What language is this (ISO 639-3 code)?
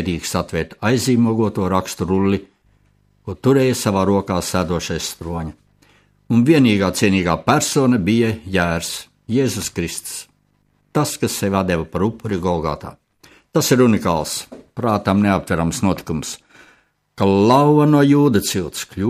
lav